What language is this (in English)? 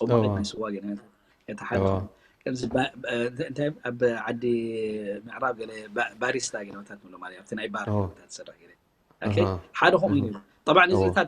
Tigrinya